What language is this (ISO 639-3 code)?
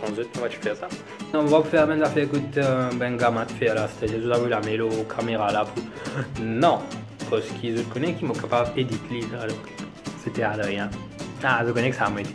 mfe